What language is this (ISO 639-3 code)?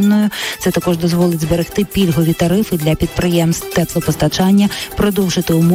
ukr